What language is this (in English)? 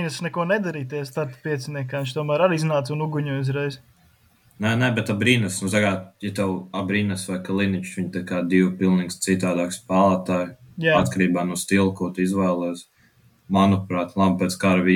Latvian